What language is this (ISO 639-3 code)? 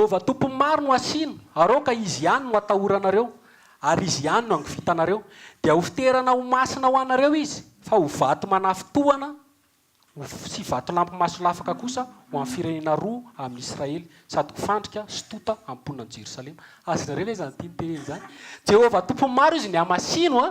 mlg